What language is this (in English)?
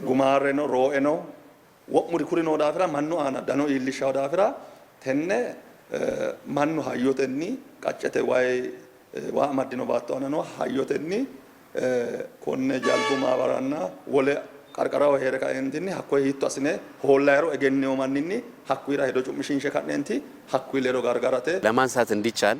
Sidamo